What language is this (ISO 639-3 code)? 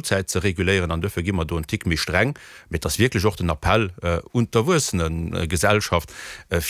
ltz